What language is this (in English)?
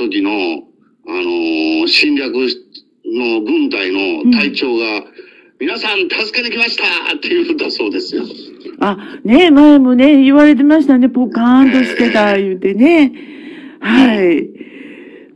Japanese